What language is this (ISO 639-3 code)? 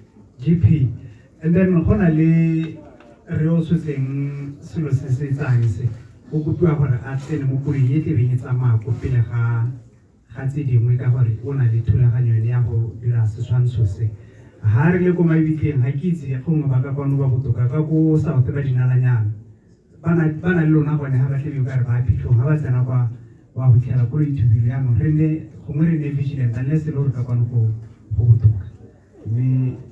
tsn